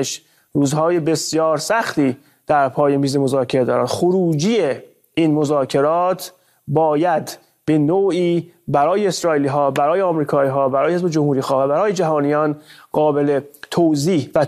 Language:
Persian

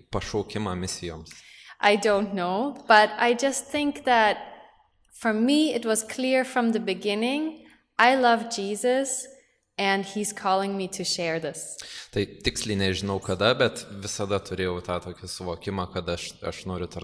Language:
Lithuanian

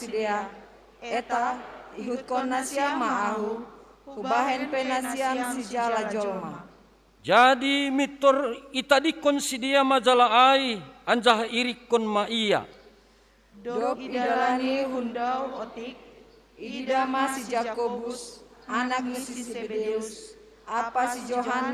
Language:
Batak Simalungun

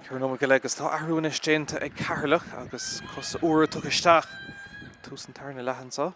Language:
Irish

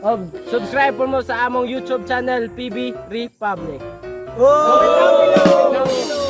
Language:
Cebuano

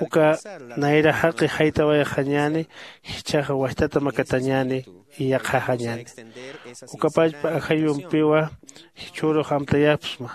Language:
Aymara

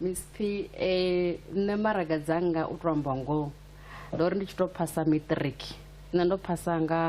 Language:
Venda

